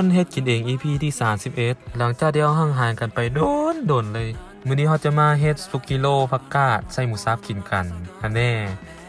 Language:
Lao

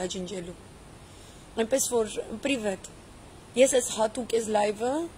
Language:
Armenian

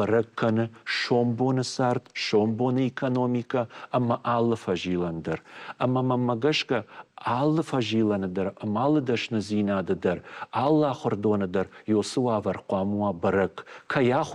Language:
Ossetic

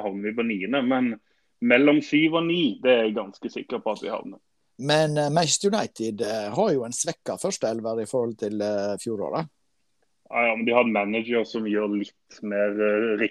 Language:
Norwegian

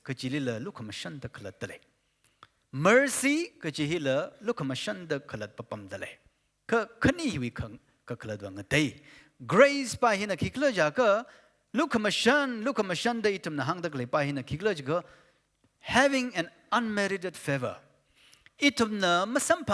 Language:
Tangkhul Naga (India)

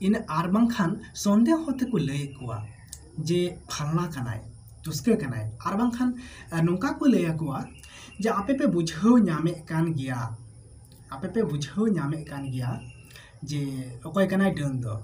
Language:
Santali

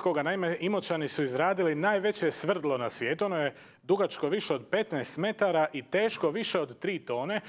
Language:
Croatian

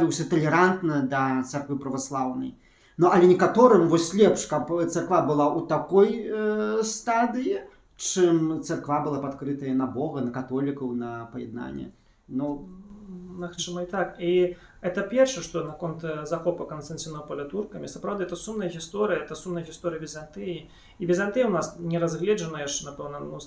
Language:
Belarusian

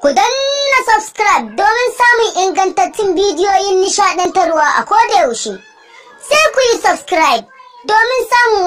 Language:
Hausa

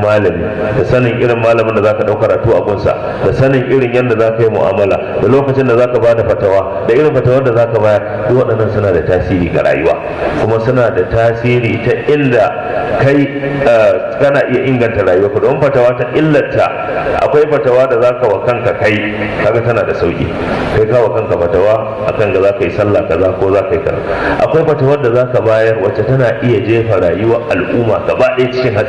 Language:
Hausa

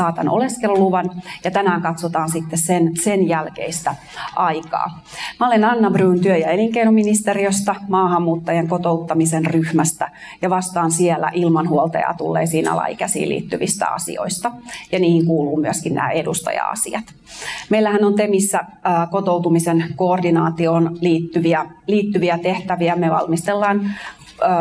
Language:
Finnish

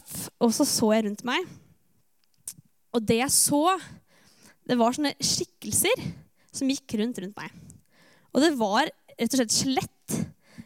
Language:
Norwegian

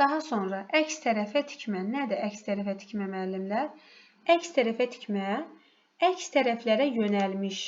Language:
Azerbaijani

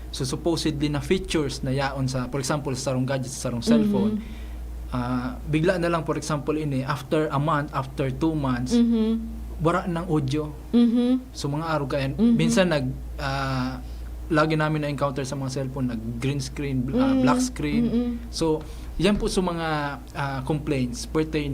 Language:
Bikol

